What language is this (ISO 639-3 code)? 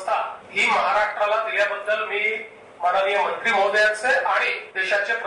mar